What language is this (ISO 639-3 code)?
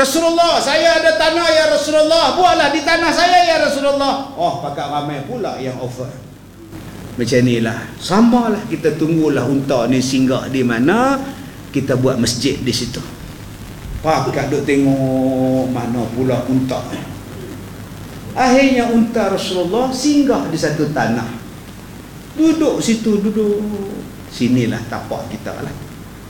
msa